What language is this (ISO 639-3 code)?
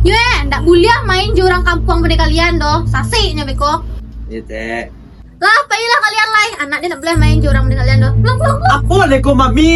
min